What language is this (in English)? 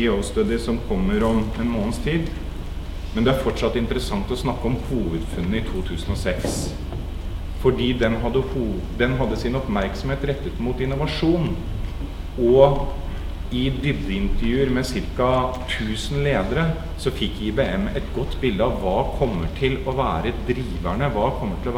Norwegian